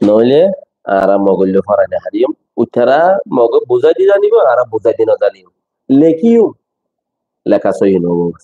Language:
Rohingya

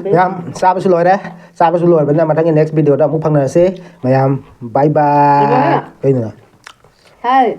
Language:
Manipuri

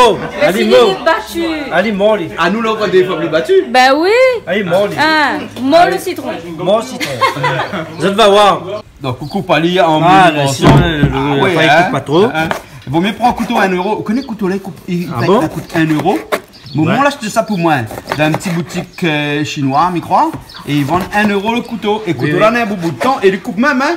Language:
Réunion Creole French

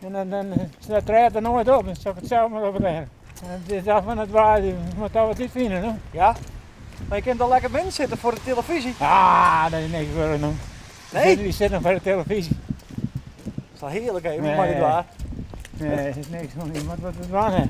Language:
Western Frisian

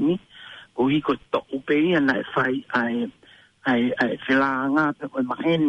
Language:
Tongan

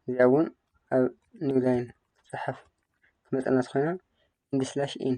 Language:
Tigrinya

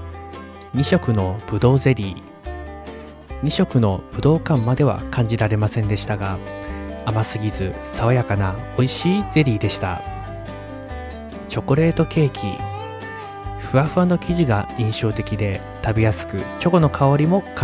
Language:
Japanese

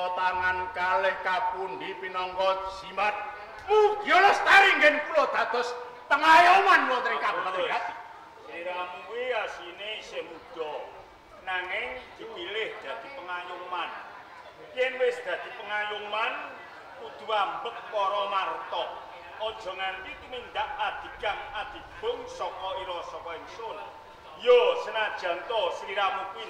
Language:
Javanese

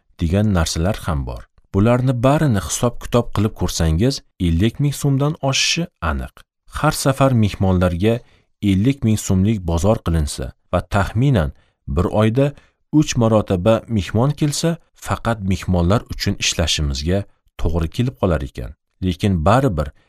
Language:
Uzbek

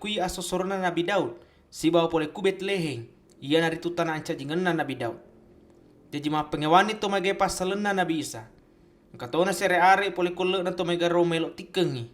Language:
Buginese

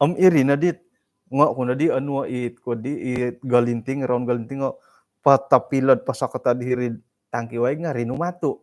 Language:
Central Dusun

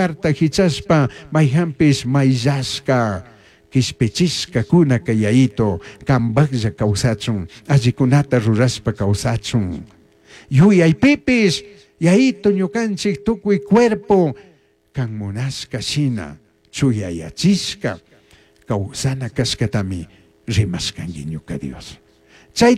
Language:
Chimborazo Highland Quichua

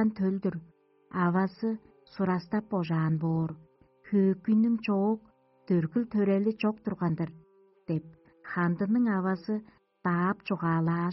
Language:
Tuvinian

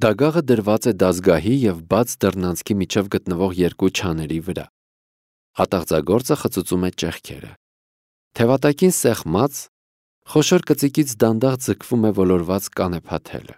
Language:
Armenian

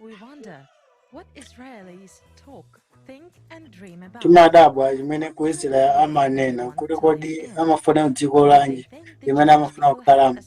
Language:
Nyanja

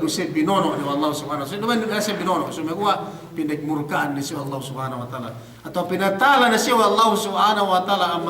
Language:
Yakan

